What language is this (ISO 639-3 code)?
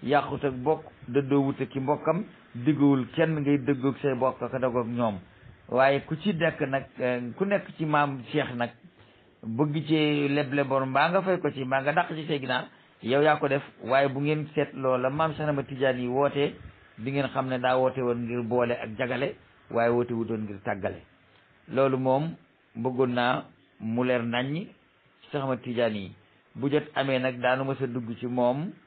wol